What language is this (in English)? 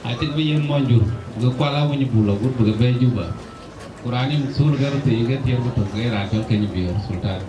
Dinka